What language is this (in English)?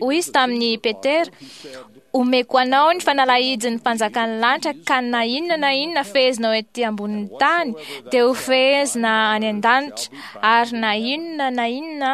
Malagasy